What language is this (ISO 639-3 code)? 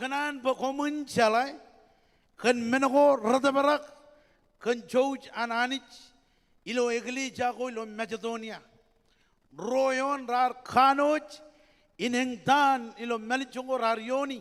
mah